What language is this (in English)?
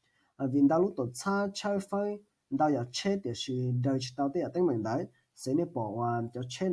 Hmong